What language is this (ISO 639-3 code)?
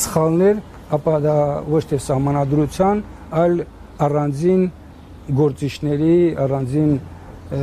hye